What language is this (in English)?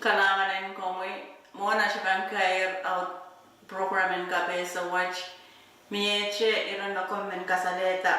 Pohnpeian